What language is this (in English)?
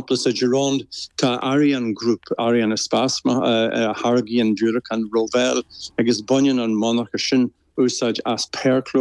Irish